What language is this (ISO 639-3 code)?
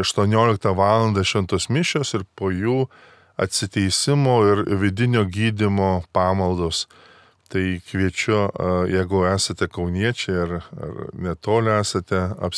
lit